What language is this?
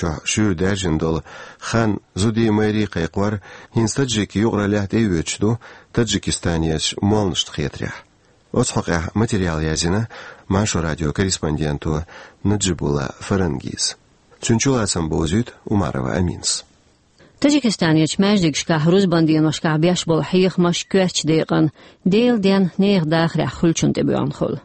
Chechen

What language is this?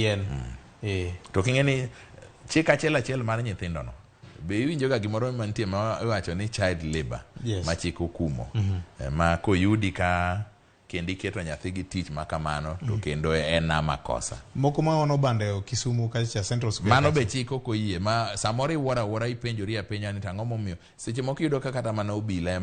Luo (Kenya and Tanzania)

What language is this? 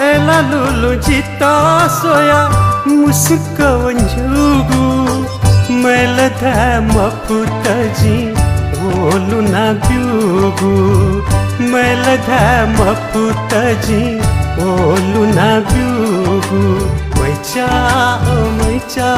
Newari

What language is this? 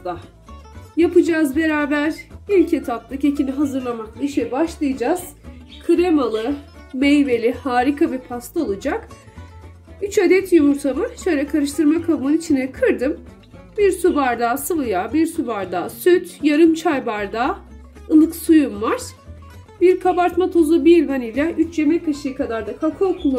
Turkish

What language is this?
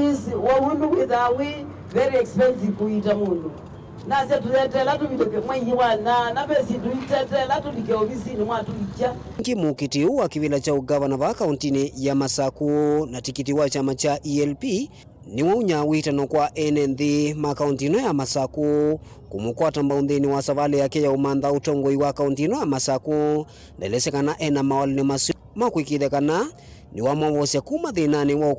Kamba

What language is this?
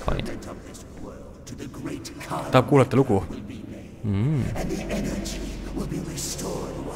Estonian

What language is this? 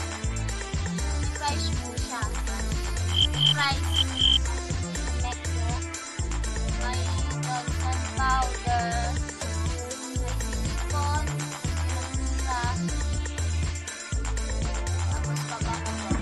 Filipino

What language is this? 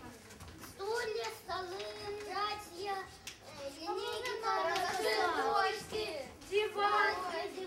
Russian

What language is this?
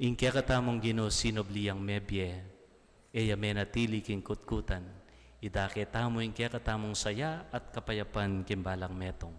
Pampanga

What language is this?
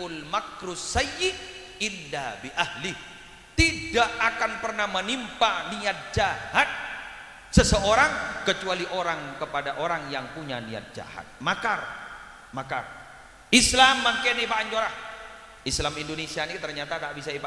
Madurese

